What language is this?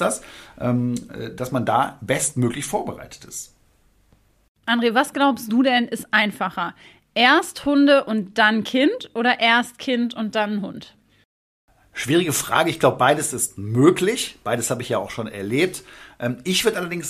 German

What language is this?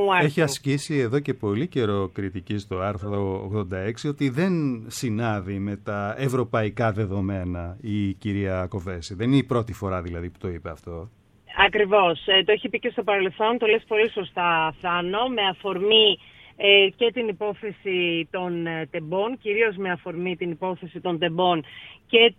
Greek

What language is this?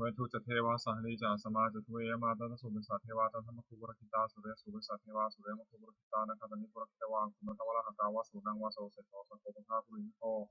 Pali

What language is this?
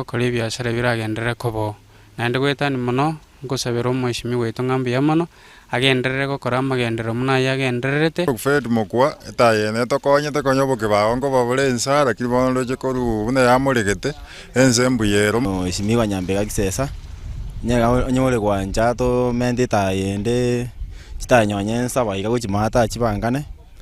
Gusii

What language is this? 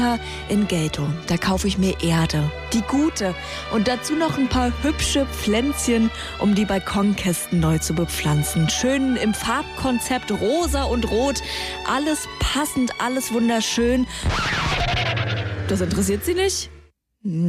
German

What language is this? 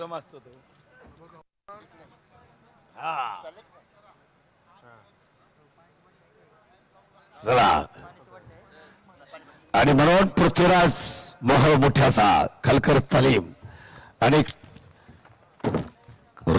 Marathi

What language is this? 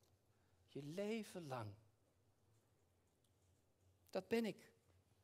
Dutch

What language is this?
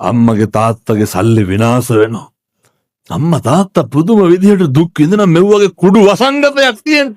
Sinhala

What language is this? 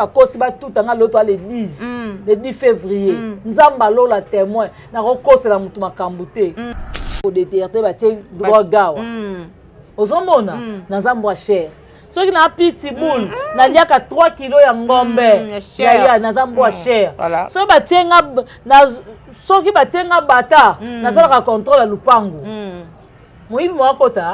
Lingala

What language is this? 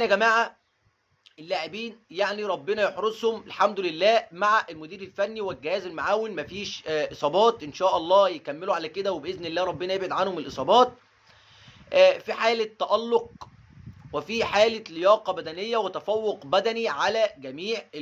Egyptian Arabic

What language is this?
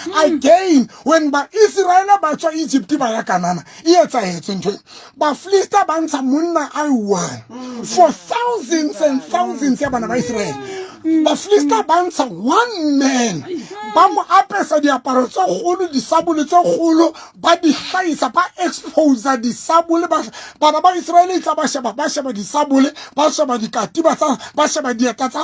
Southern Sotho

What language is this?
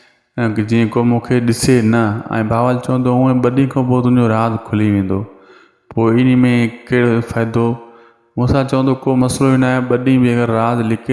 Sindhi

